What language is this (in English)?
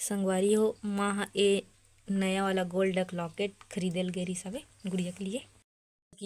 Chhattisgarhi